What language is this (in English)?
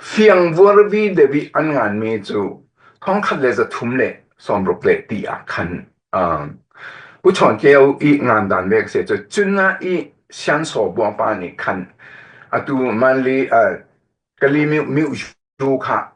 Falam Chin